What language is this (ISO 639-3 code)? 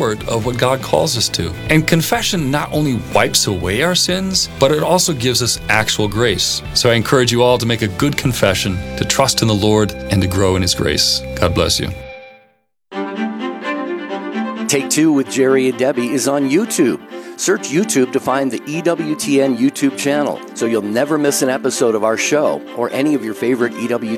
eng